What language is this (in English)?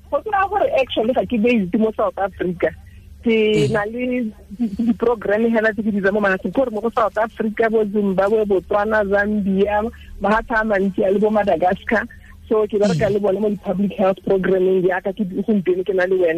Tswana